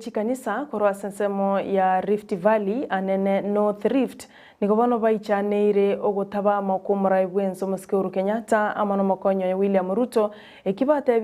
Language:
Gusii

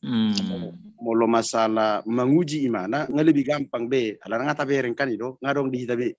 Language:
Batak Toba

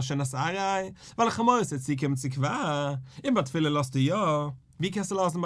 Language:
Yiddish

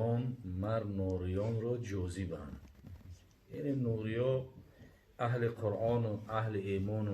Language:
Tajik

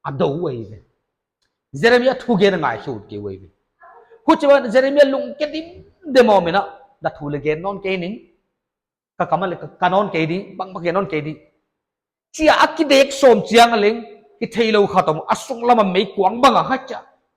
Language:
Paite Chin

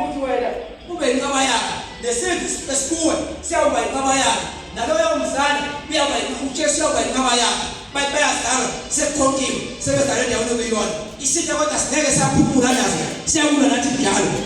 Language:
Zulu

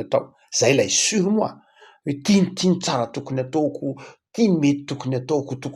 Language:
Malagasy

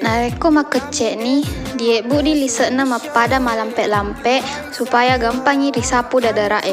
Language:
Buginese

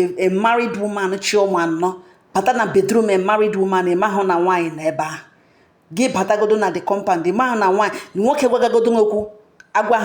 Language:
Igbo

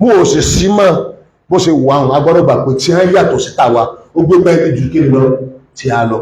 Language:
Yoruba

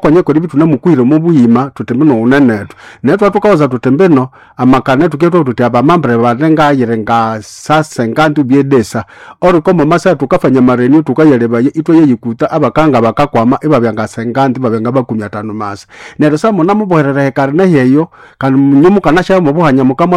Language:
Nande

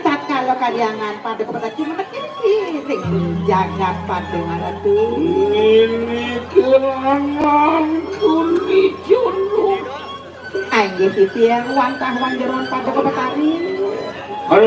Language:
Balinese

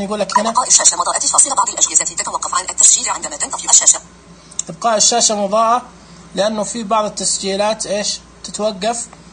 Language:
Najdi Arabic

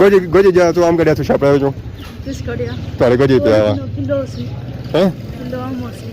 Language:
Pahari-Potwari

